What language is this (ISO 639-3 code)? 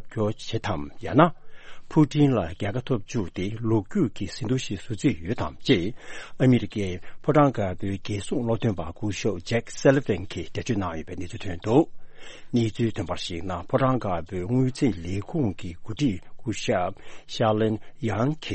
bod